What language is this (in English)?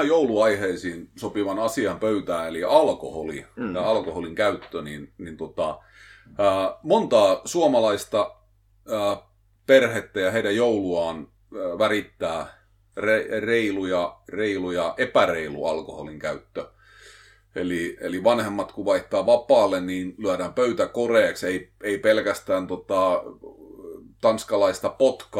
Finnish